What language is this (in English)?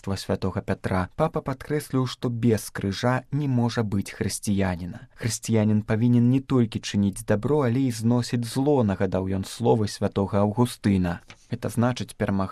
Belarusian